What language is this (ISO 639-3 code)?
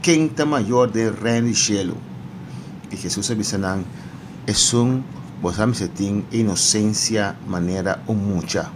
pap